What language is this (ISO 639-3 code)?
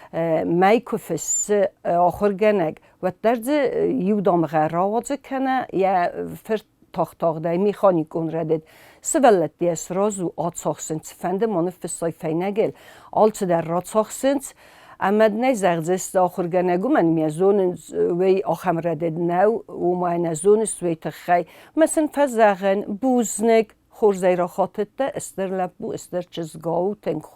oss